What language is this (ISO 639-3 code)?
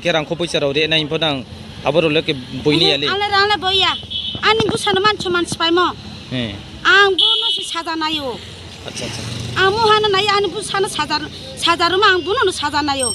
ria